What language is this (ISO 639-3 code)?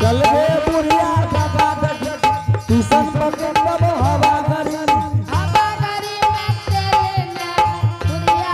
anp